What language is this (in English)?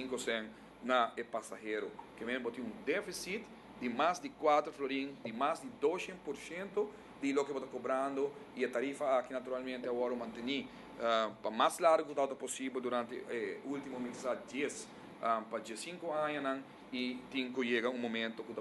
Papiamento